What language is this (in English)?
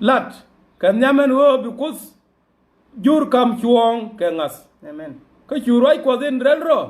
Nuer